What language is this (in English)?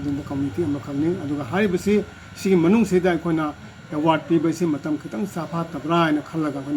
Manipuri